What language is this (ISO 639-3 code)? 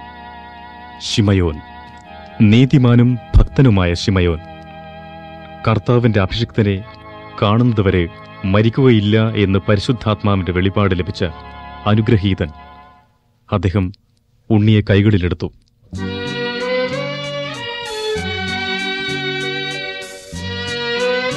mal